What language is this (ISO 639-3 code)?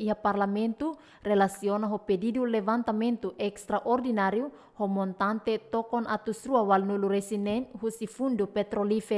tet